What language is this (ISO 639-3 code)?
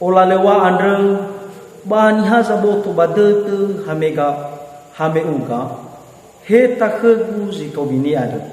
nia